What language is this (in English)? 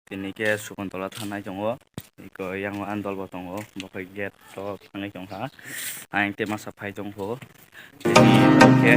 Kok Borok